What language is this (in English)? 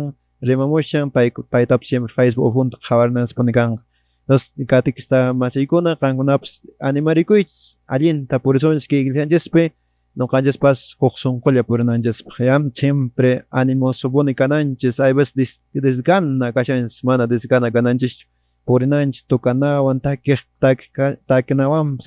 Quechua